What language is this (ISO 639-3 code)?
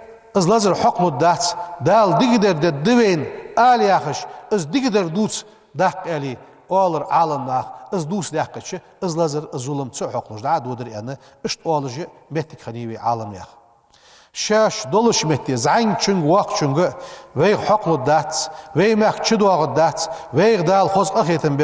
inh